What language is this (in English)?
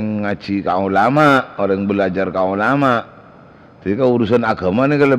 Madurese